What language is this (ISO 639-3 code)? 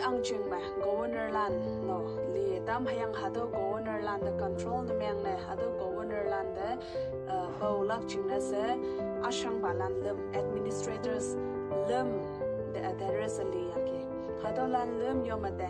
nbe